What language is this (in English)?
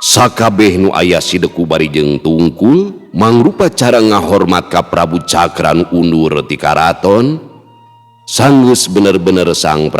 Sundanese